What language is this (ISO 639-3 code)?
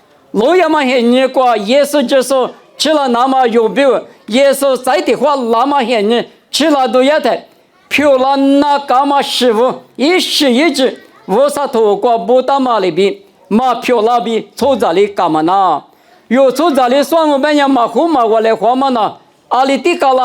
lis